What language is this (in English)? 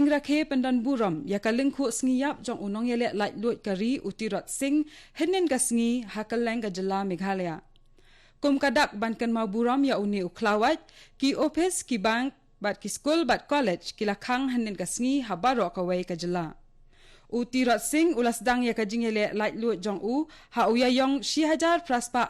Khasi